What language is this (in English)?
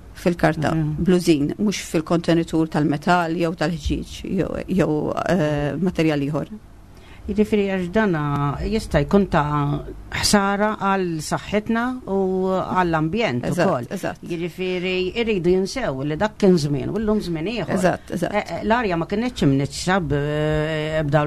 Maltese